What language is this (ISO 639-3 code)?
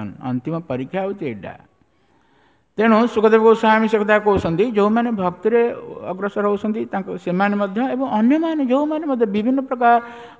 ori